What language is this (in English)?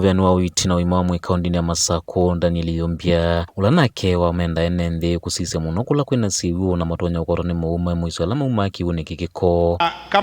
Kamba